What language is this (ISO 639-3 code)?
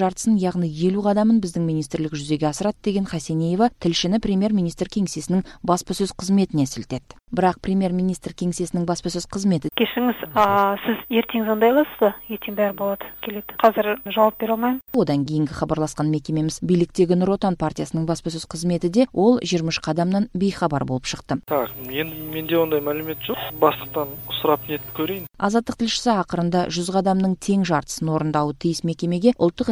kaz